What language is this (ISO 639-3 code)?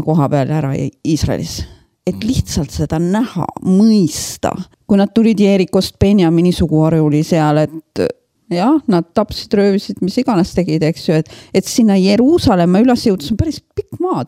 est